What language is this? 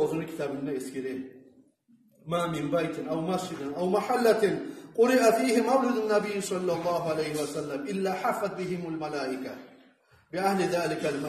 Kumyk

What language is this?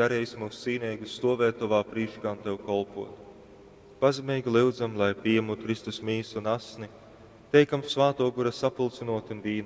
Latgalian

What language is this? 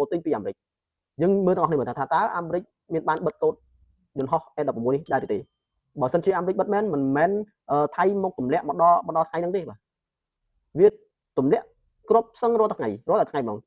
Khmer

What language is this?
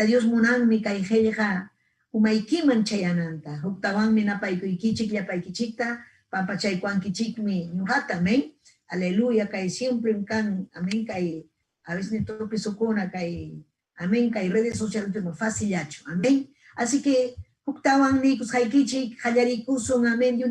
Ayacucho Quechua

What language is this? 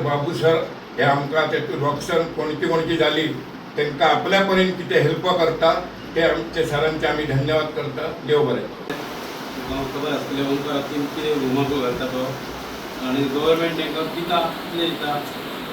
Konkani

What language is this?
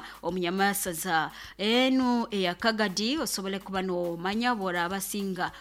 Nyoro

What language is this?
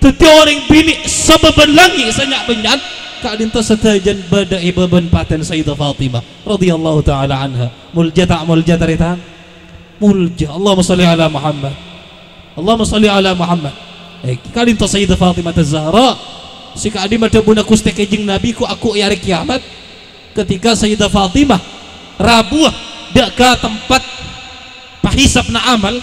Madurese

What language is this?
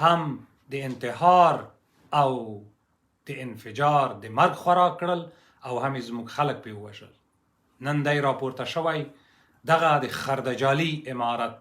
Pashto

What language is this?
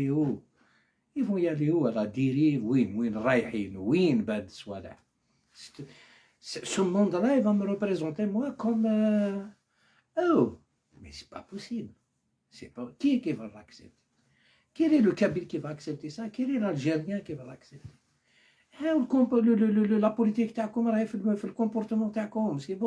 Algerian Arabic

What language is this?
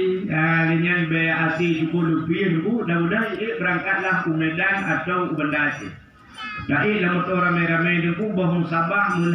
Achinese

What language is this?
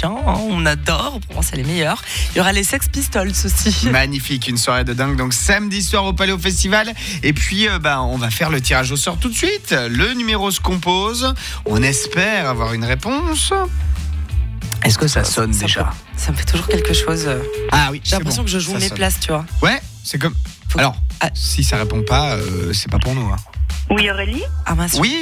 French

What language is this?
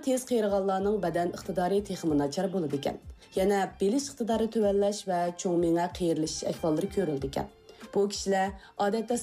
Uyghur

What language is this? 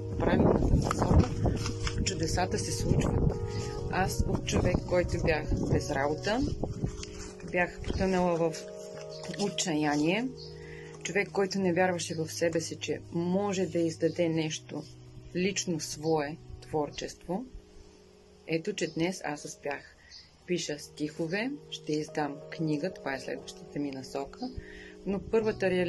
Bulgarian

